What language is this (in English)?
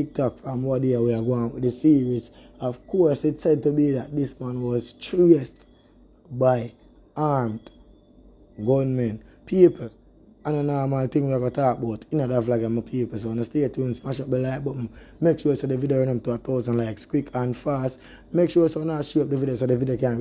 Jamaican Creole English